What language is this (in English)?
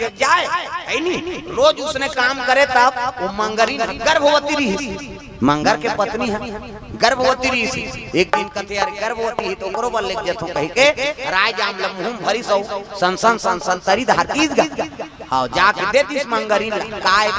Chhattisgarhi